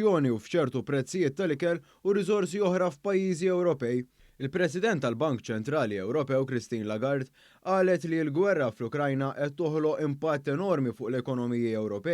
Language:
Maltese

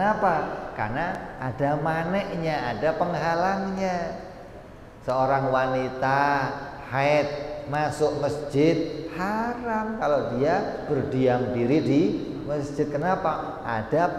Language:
Indonesian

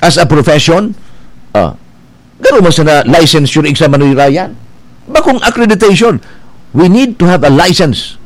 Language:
Bikol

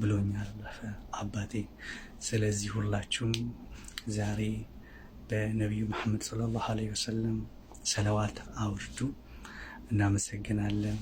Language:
Amharic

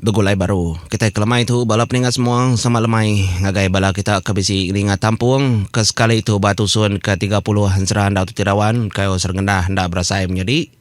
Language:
Iban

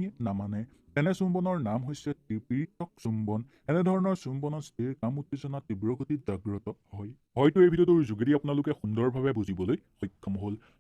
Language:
Assamese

